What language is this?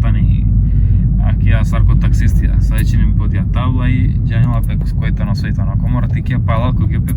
Romany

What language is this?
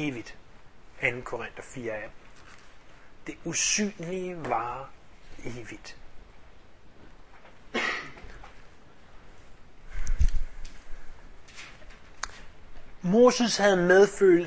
Danish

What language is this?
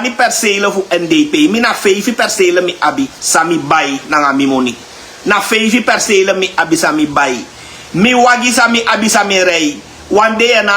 Sranan Tongo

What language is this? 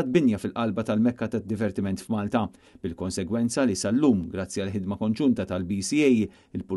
Maltese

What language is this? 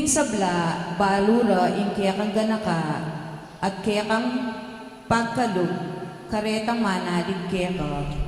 Pampanga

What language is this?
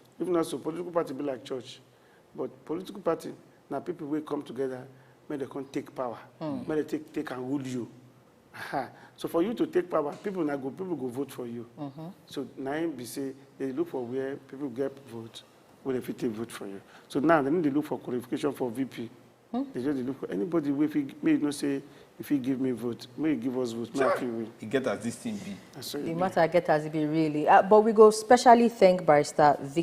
Nigerian Pidgin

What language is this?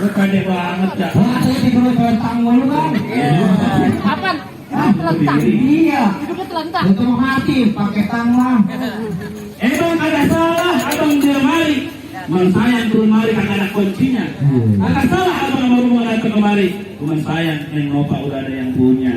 Betawi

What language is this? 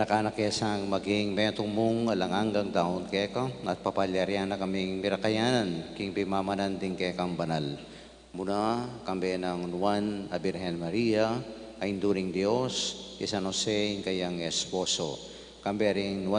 Pampanga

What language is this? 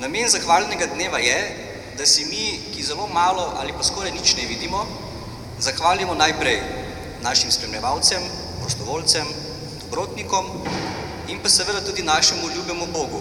Slovenian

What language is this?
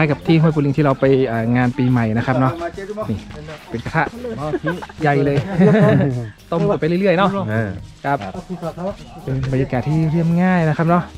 Thai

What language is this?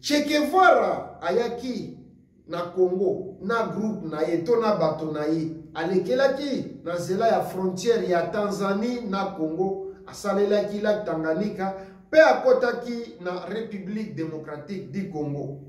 Lingala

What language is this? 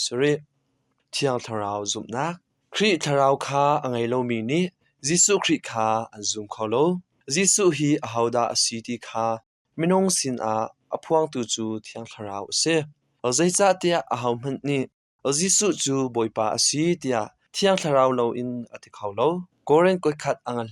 Hakha Chin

